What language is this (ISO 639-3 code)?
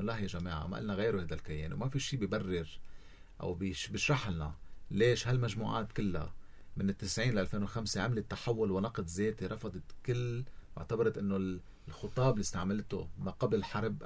apc